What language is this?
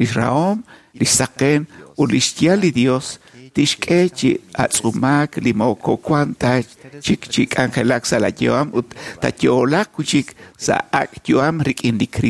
Kekchí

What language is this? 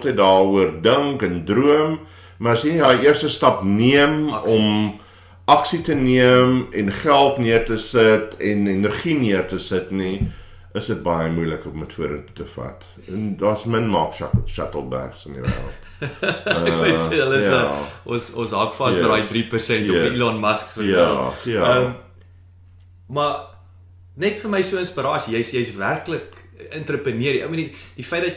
Afrikaans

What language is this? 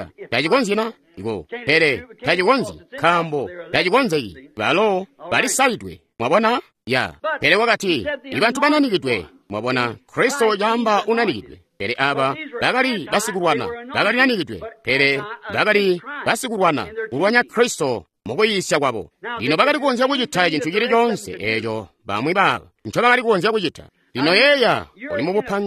Tonga (Zambia)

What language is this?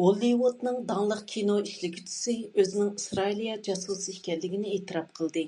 Uyghur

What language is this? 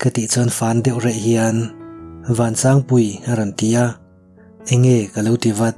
Mizo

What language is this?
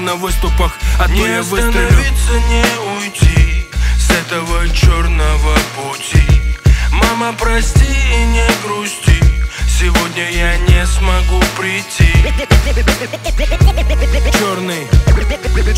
Russian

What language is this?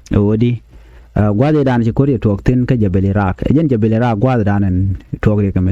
Nuer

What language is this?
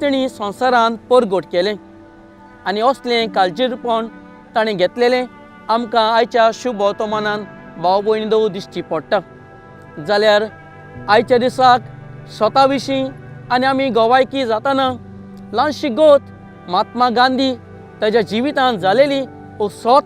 Konkani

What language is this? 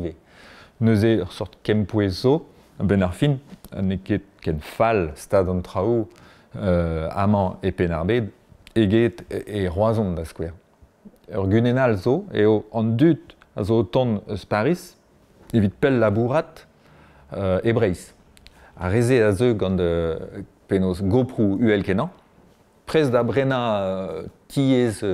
Breton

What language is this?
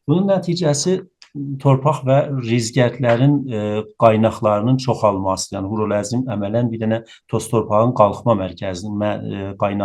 South Azerbaijani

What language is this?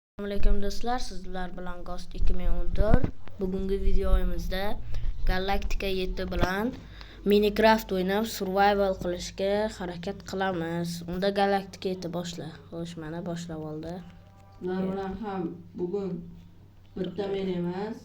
Uzbek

